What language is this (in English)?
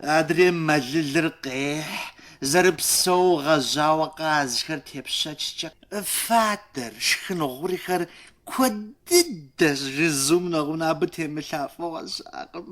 Kabardian